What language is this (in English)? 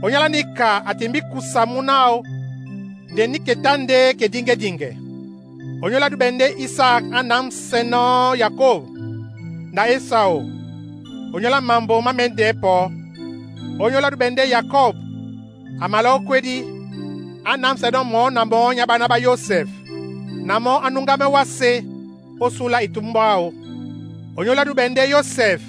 Duala